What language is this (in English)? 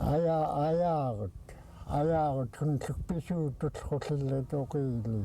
Central Yupik